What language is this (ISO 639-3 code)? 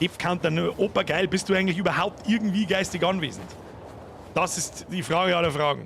bar